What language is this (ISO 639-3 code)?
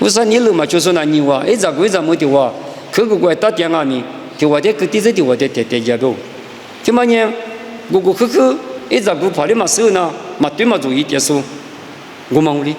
lis